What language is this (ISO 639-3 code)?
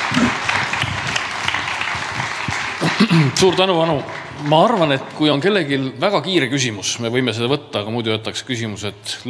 est